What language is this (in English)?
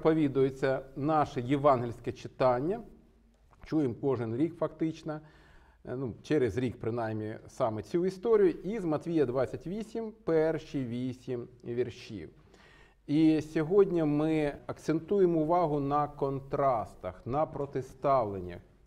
Ukrainian